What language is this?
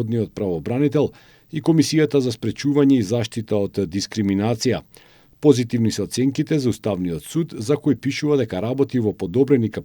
Macedonian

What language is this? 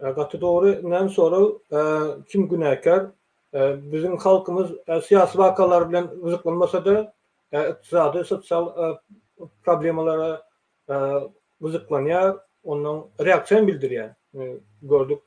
Turkmen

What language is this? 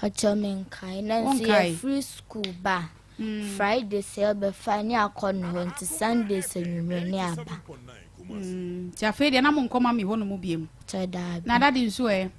Akan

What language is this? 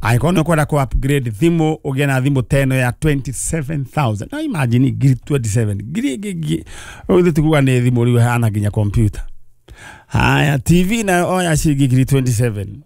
Kikuyu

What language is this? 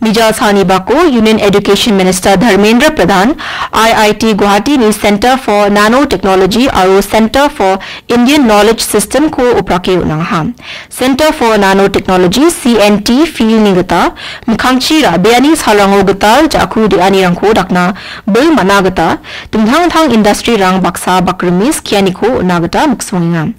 Garo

